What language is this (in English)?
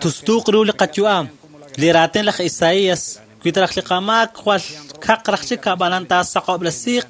Kekchí